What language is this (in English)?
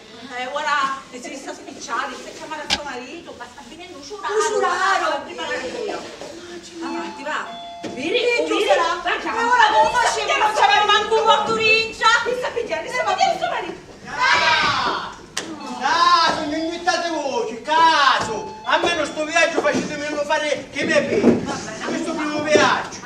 Sicilian